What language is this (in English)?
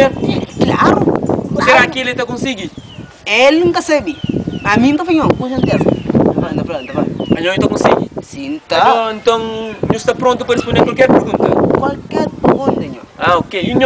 Kabuverdianu